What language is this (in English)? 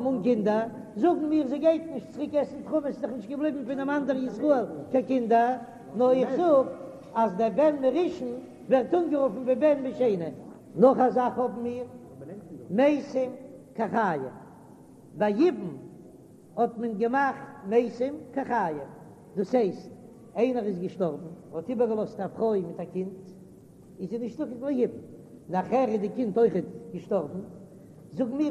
Yiddish